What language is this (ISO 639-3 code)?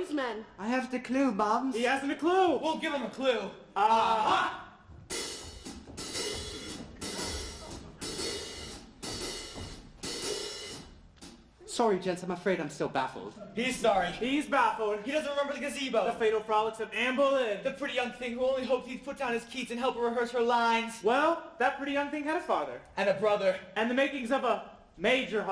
eng